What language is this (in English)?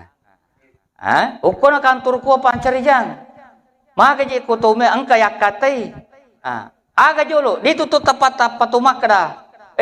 Buginese